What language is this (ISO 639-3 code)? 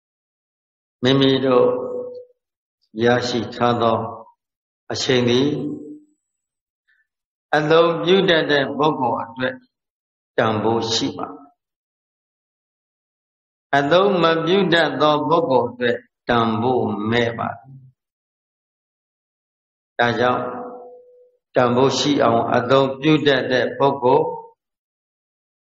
mya